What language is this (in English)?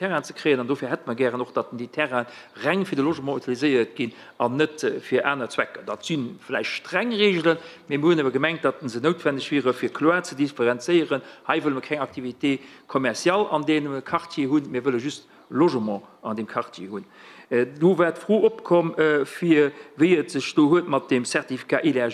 Luxembourgish